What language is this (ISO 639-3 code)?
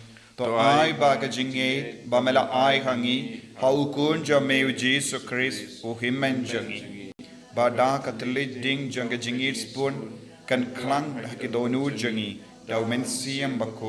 kha